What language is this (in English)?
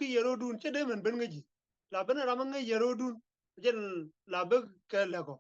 Nuer